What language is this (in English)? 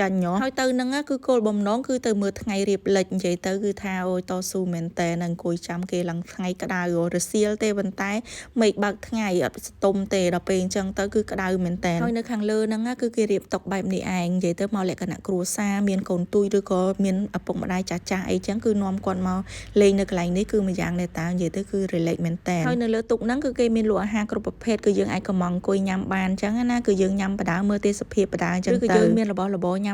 Khmer